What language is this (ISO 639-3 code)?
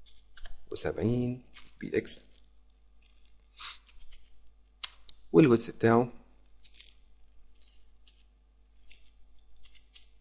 arz